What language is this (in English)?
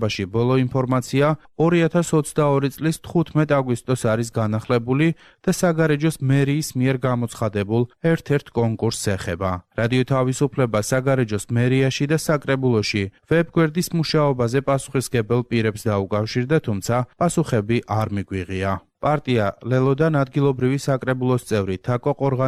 Georgian